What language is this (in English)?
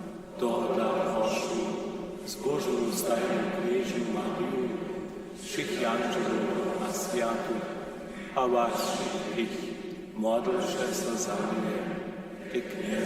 Upper Sorbian